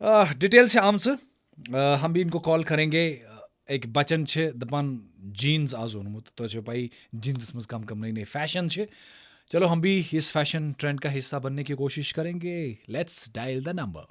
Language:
Kashmiri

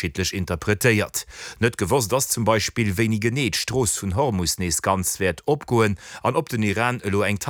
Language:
Luxembourgish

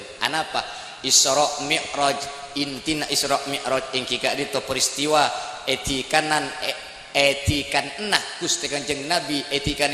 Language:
Madurese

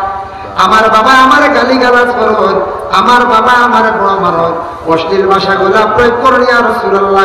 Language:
Sylheti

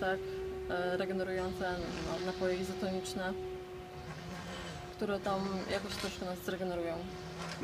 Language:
Polish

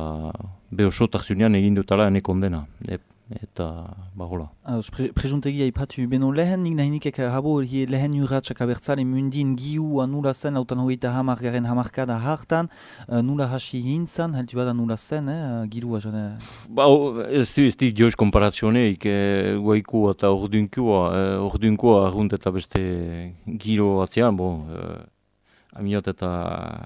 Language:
Basque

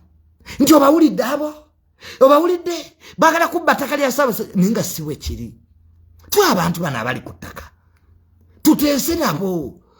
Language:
Ganda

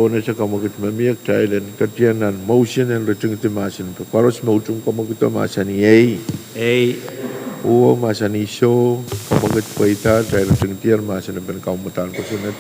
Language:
Pohnpeian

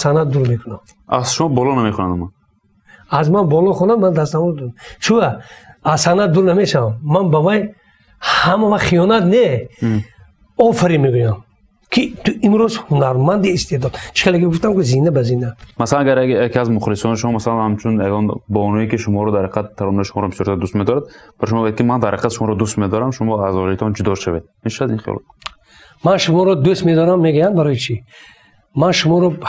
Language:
Tajik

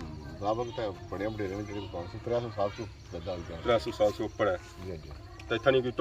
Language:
Pahari-Potwari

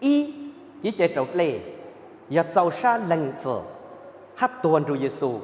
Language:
Hmong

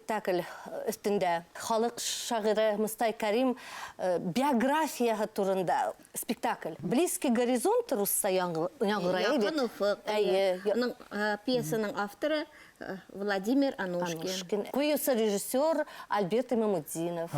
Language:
Bashkir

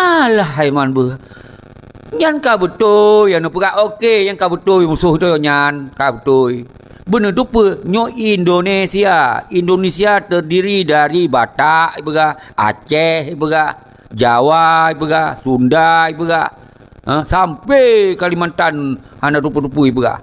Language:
Achinese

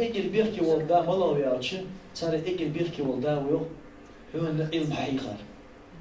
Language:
Ingush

